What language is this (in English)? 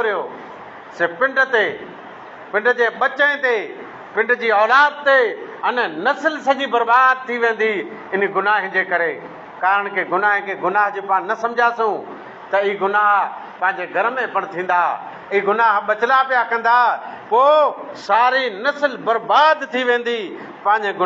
Sindhi